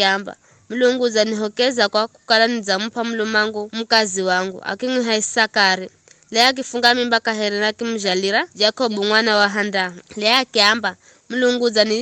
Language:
Giryama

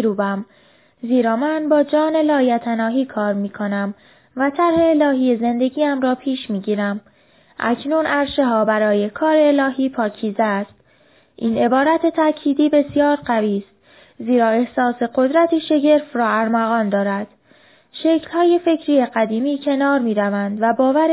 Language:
Persian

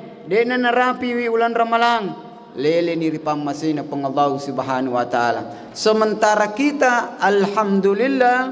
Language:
Buginese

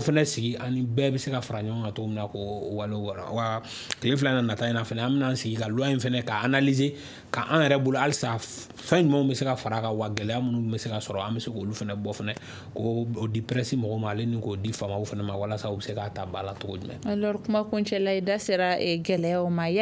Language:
Bambara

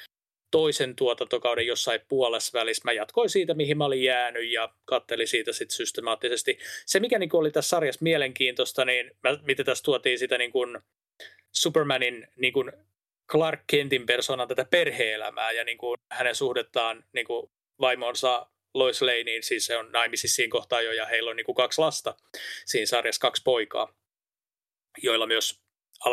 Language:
Finnish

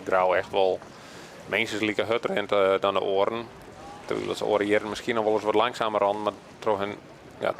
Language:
Western Frisian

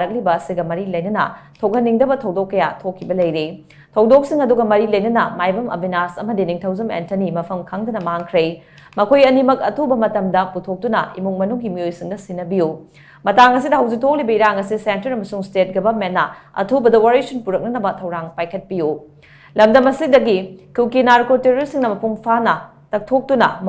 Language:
Manipuri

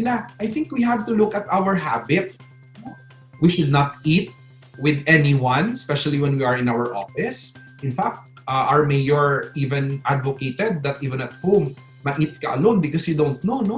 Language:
Hiligaynon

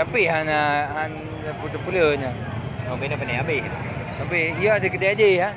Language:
Achinese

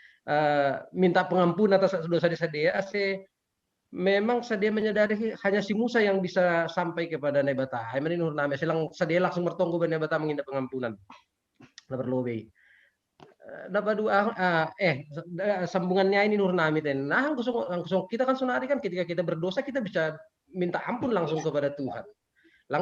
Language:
Batak Simalungun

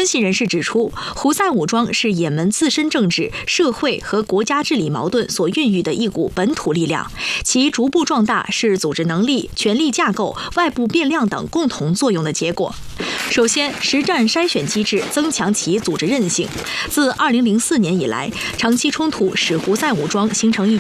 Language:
Chinese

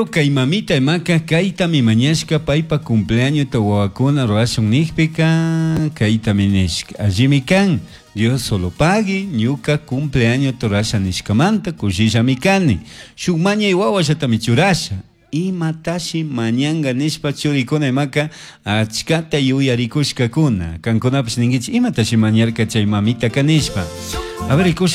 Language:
Chimborazo Highland Quichua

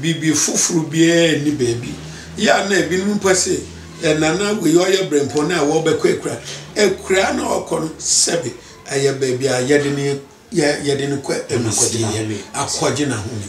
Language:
Akan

